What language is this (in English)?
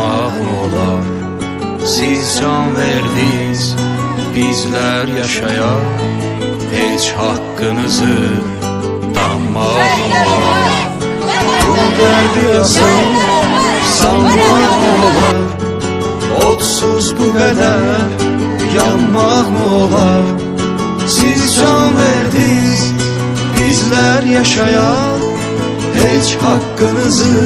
Azerbaijani